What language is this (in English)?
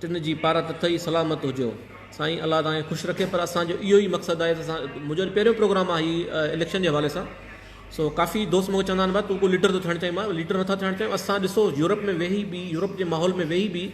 Sindhi